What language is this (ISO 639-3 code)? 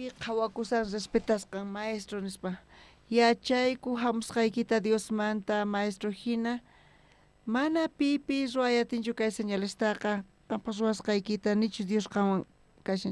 quh